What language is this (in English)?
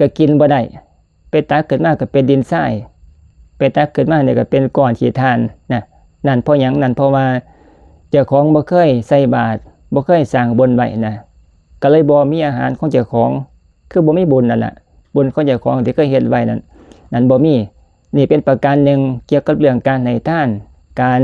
Northeastern Thai